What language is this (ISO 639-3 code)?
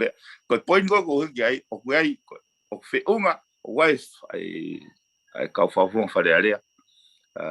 ton